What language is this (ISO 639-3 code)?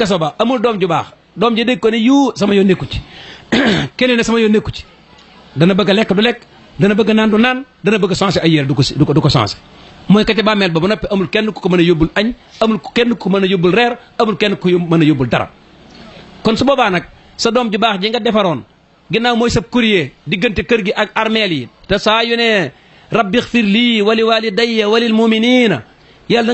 wol